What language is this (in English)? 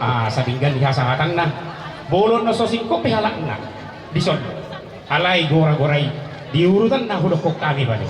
Batak Toba